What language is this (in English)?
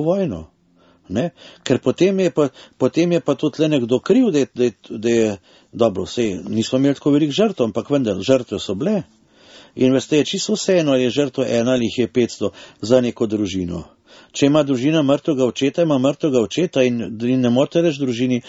Slovenian